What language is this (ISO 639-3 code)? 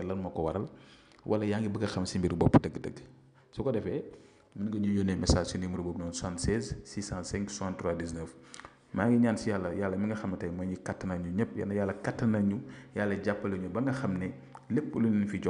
wol